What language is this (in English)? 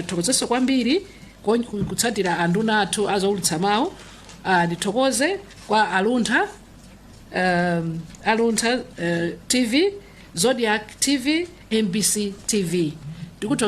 Nyanja